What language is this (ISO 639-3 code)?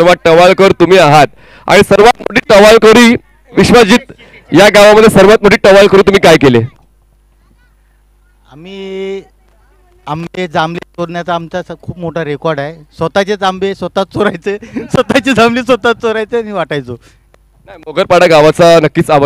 mar